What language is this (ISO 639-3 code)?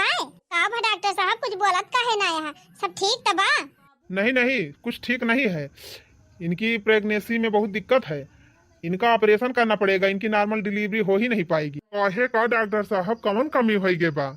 awa